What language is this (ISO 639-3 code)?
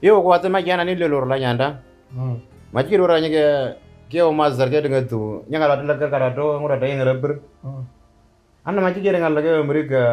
mor